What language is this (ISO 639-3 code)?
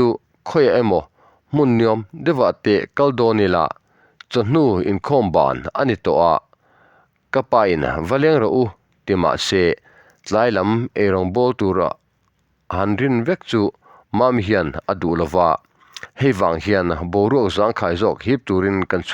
lus